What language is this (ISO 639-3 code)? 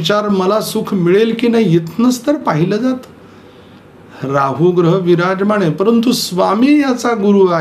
mar